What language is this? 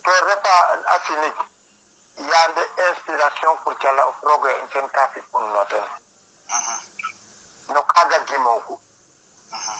Serer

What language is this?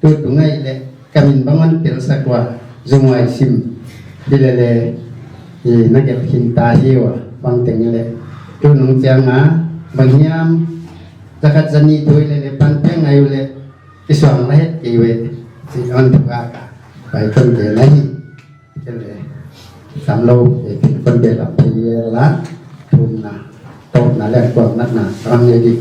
Paite Chin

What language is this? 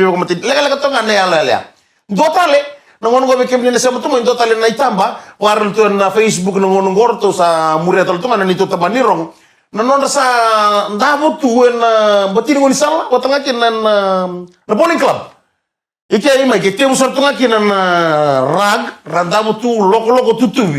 Fijian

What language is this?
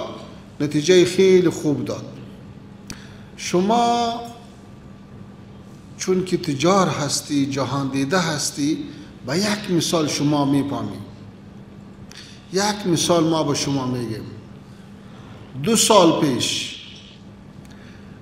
Persian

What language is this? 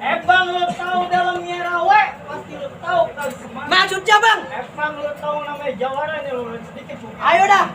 Betawi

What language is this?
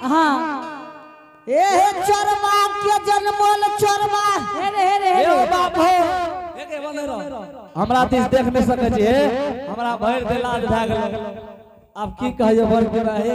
Angika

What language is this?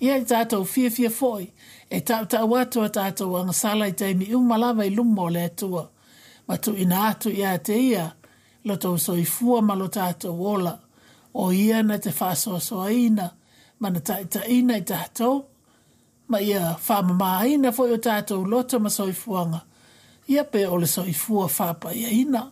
Samoan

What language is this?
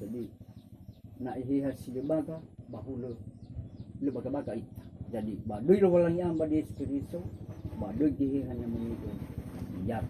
Nias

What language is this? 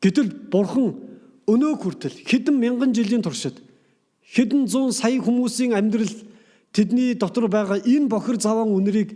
Mongolian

